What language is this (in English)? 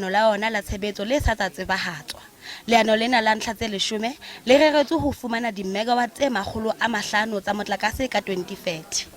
Southern Sotho